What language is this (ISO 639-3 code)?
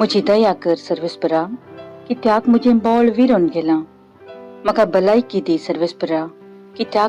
kok